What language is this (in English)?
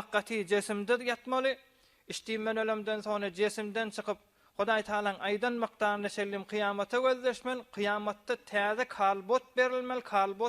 Turkmen